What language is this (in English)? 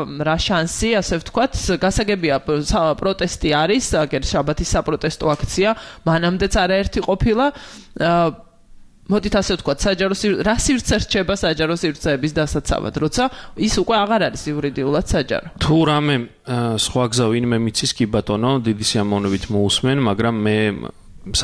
Georgian